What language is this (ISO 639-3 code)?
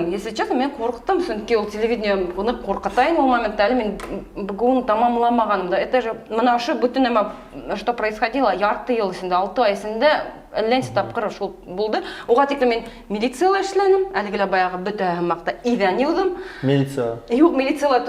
bak